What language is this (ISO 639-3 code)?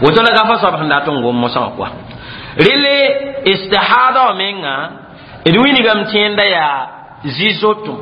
mos